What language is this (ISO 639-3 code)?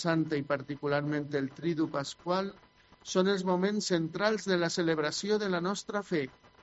cat